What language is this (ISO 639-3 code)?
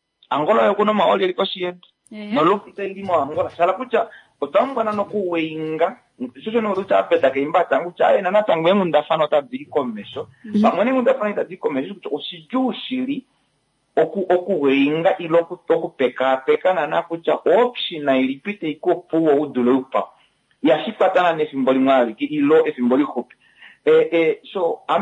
kua